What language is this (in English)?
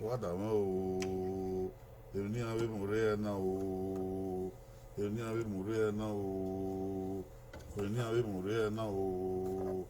Bini